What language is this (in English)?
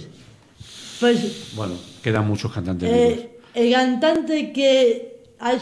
Spanish